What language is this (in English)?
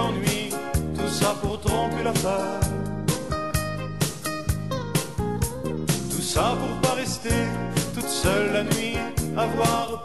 French